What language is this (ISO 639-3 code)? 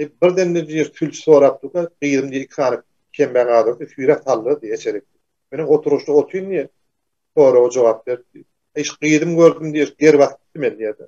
tuk